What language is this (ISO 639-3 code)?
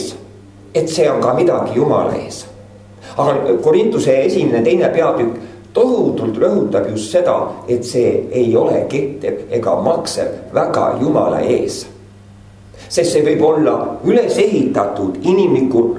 est